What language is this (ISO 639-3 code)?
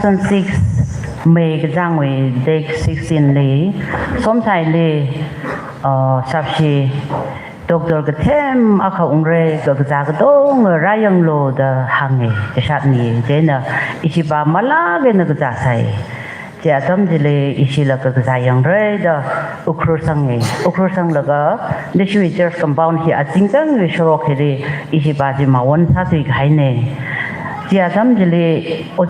nmf